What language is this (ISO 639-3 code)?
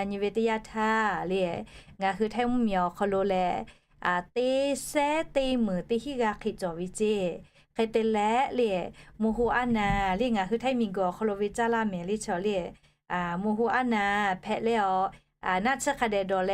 lhu